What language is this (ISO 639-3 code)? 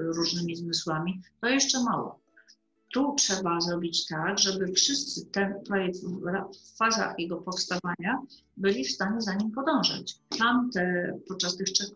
pol